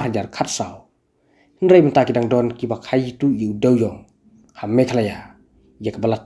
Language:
Khasi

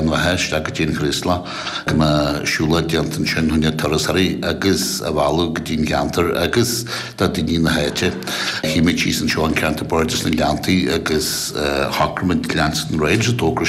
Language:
Irish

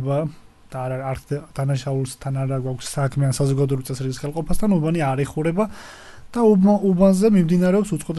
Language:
Georgian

